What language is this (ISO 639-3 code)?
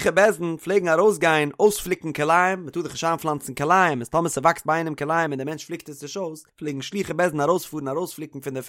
yid